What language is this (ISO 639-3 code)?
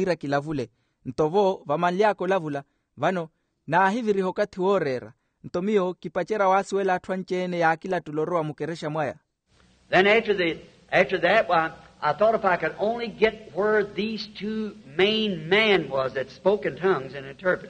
vmw